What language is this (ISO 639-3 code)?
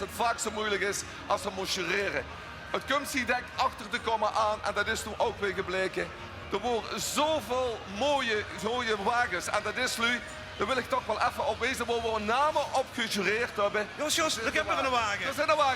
lim